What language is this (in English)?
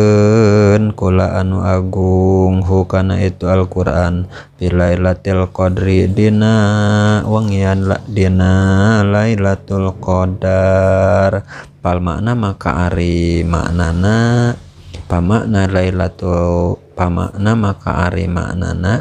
Sundanese